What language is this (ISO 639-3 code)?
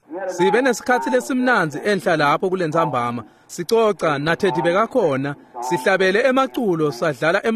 ssw